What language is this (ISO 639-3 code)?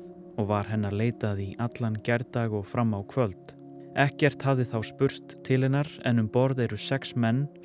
isl